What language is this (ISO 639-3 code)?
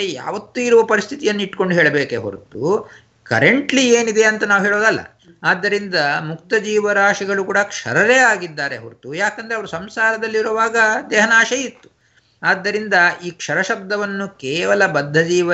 kan